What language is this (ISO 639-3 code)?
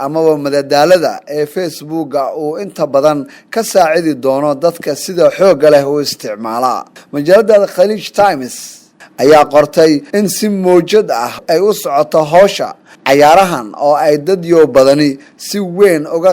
som